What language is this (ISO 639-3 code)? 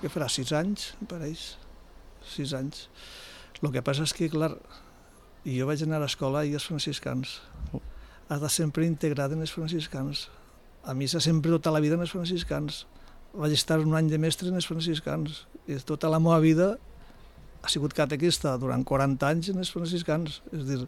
cat